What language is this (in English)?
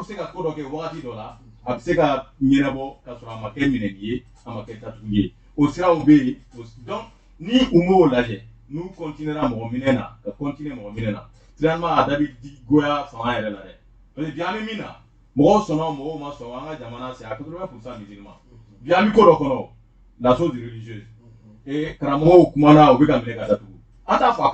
Bambara